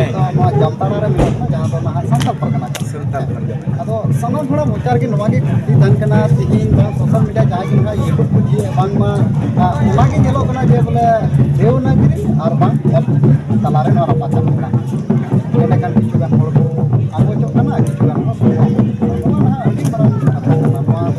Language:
Santali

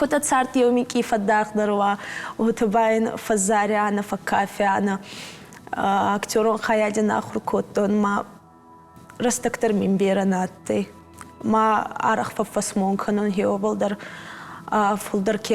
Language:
Ossetic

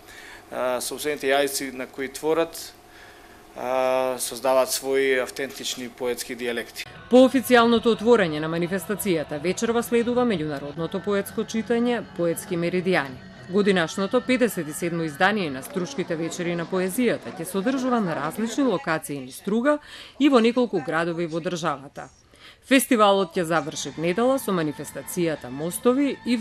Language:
Macedonian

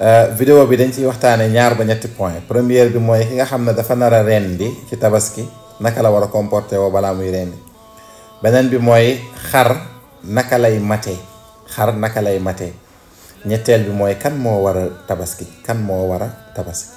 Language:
Wolof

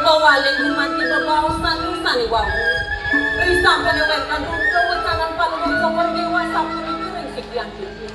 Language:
Balinese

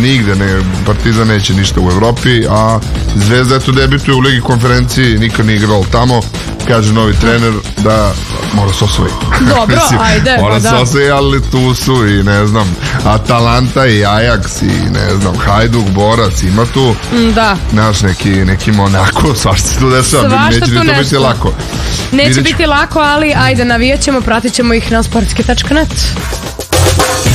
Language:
Serbian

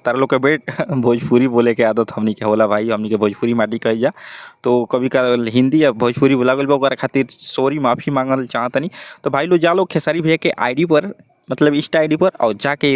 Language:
Bhojpuri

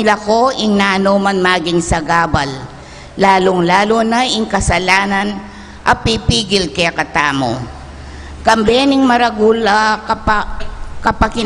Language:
Pampanga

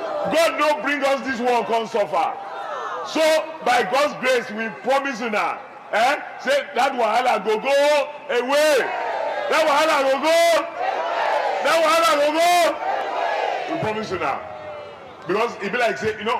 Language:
Nigerian Pidgin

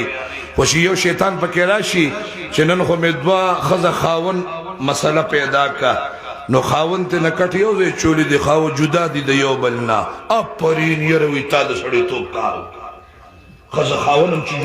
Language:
Pashto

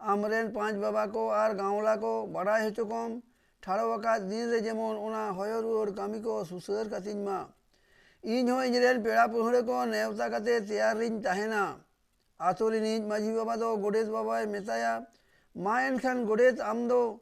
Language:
Santali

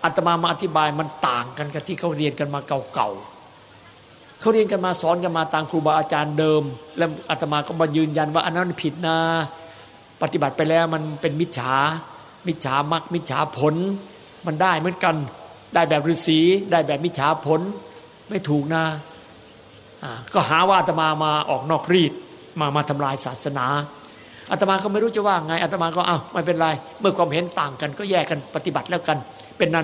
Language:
Thai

